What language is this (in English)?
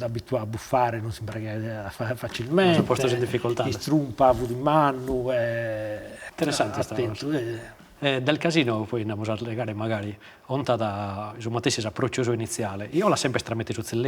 Sardinian